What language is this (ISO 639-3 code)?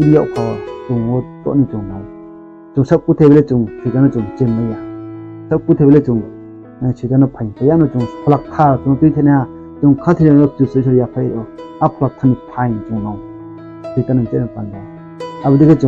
ria